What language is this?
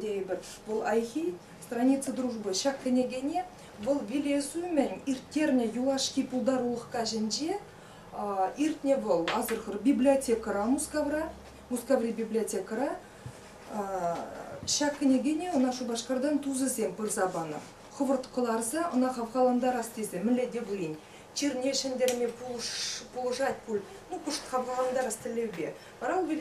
Chuvash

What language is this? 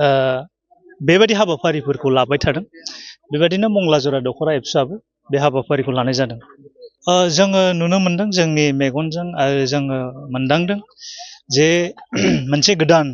Bodo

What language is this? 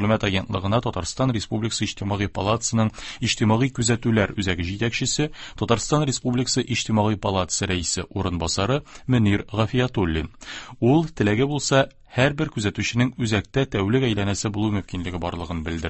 Tatar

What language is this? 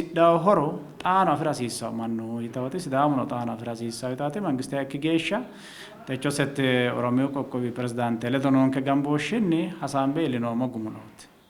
Sidamo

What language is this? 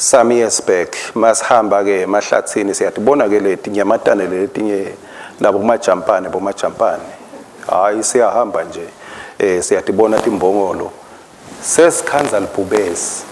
Swati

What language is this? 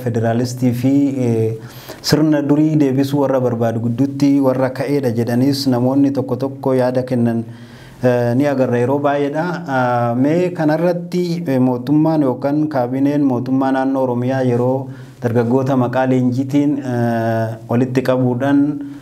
Oromo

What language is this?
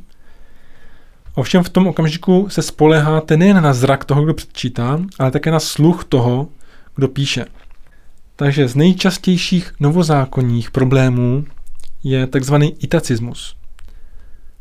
Czech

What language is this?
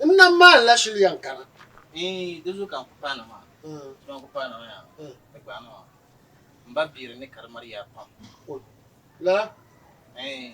Dagbani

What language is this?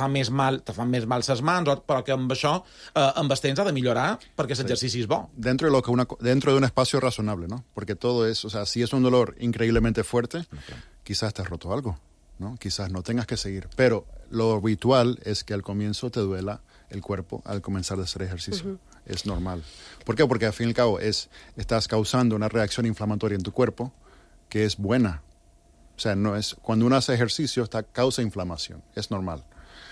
Catalan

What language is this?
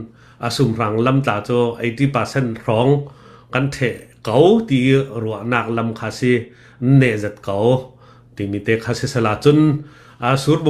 Hakha Chin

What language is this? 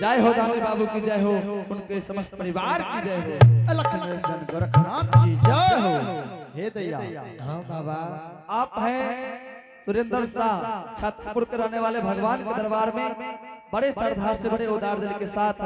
Angika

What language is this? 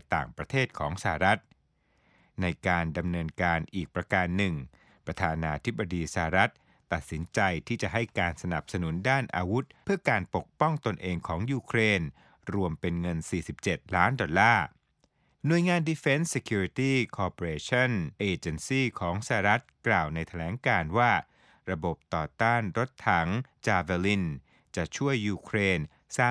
Thai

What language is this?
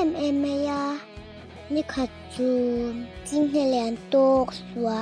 Mizo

